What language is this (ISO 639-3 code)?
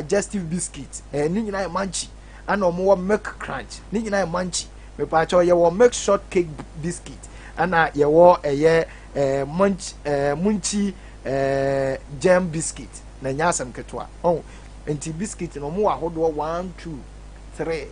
aka